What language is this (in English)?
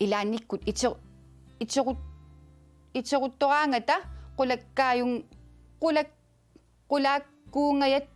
Kalaallisut